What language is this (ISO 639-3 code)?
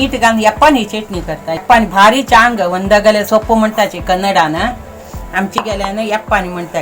kok